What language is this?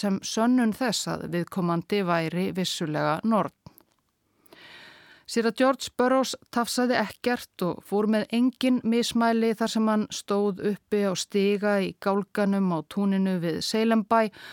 Icelandic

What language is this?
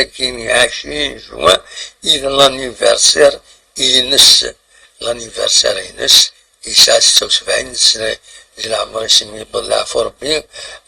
Kabyle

